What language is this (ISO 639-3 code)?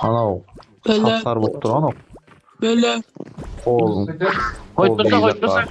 kaa